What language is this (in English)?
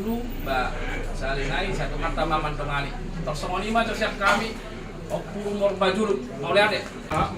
Batak Toba